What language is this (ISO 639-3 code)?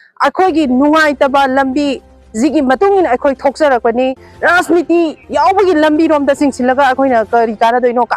mni